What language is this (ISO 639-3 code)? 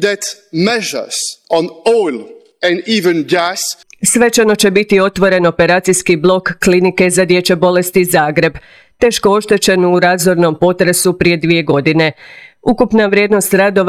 hrv